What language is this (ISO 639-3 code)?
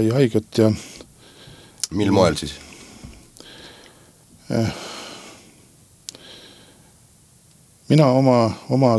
est